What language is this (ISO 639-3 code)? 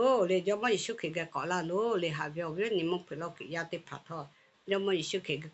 lhu